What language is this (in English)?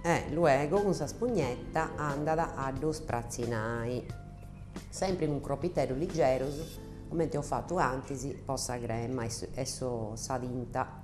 Sardinian